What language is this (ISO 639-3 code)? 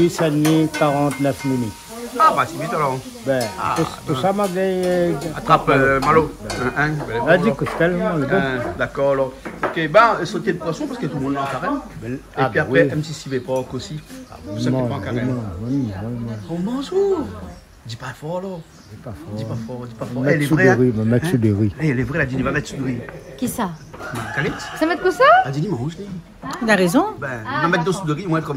rcf